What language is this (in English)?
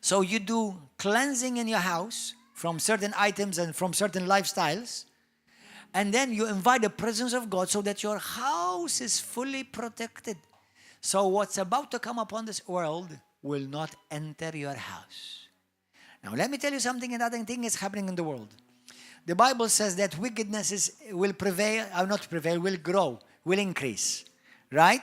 English